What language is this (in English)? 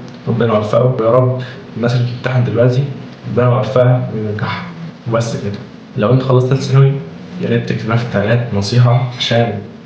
Egyptian Arabic